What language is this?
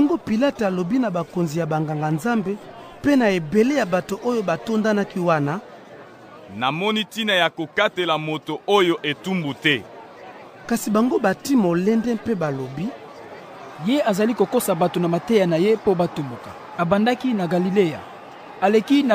Lingala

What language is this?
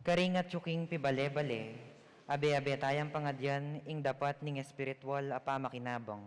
Pampanga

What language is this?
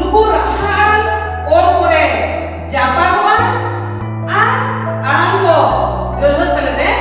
Santali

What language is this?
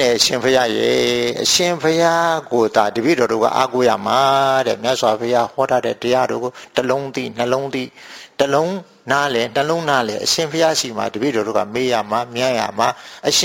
Burmese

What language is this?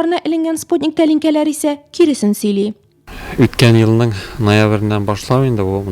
Tatar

